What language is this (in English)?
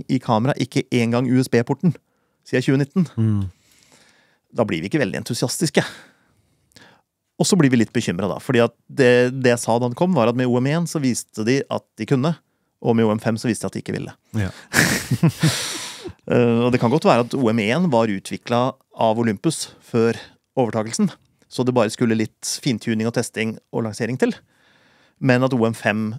Norwegian